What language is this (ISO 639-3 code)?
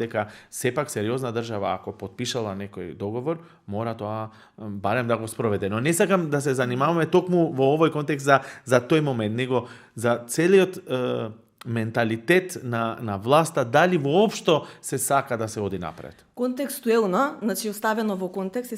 mkd